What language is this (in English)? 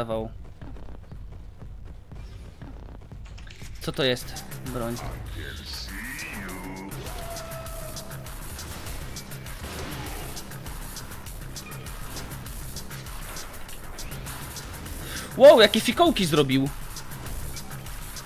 Polish